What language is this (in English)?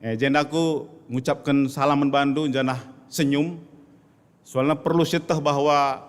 Batak Karo